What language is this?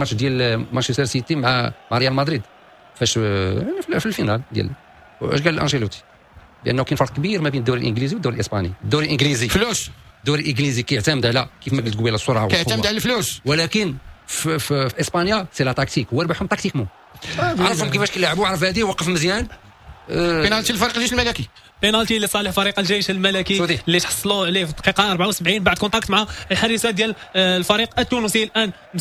Moroccan Arabic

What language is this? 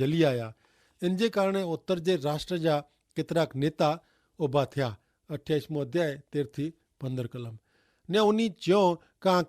Kachhi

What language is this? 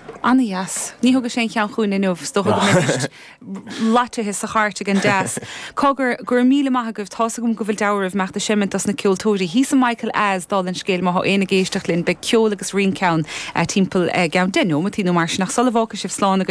Irish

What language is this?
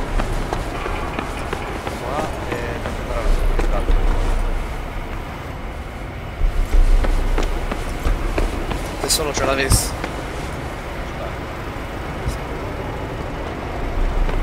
Italian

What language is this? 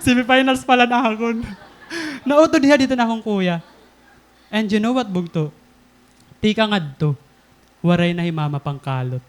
Waray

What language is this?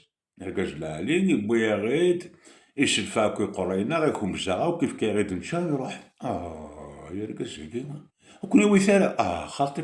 Kabyle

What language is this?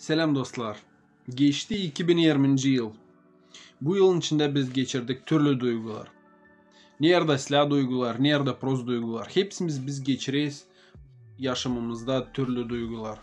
Gagauz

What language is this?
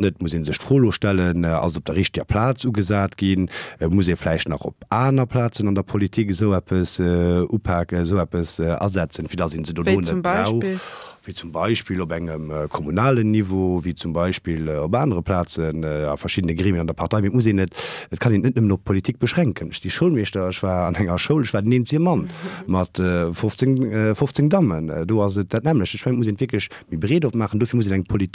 Luxembourgish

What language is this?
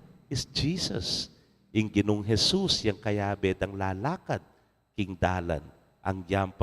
Pampanga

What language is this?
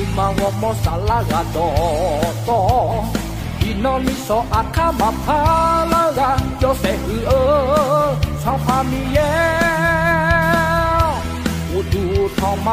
Akha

